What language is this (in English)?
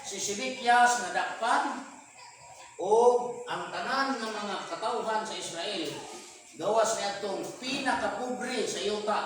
Cebuano